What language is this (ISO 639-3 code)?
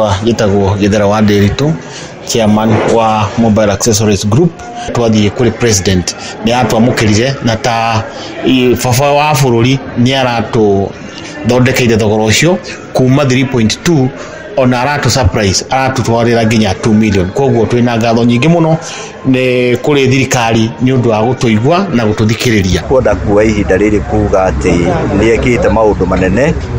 kik